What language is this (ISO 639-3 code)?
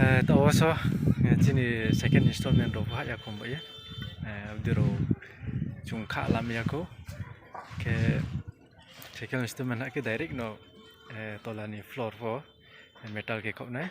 ria